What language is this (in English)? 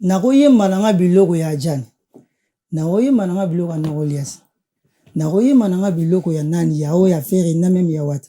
Lingala